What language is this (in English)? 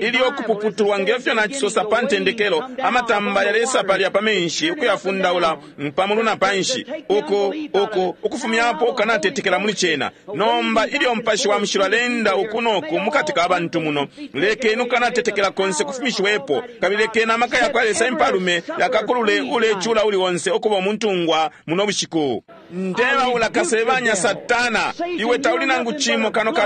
Bemba